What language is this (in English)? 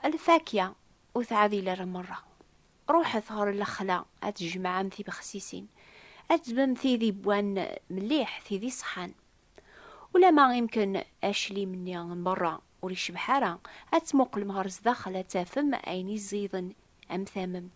Kabyle